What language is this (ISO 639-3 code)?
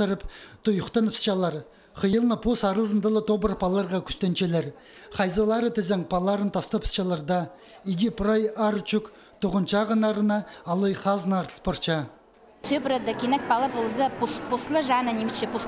kjh